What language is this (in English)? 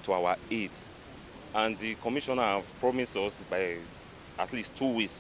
Nigerian Pidgin